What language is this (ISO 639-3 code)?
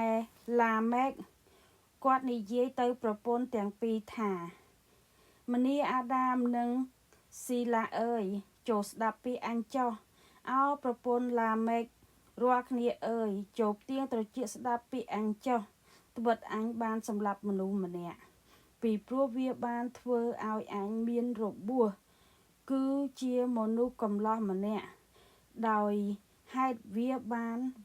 khm